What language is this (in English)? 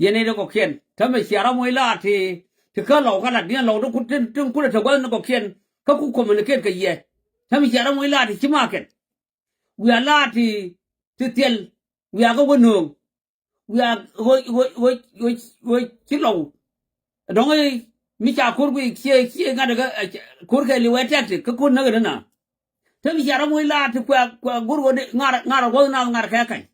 Nuer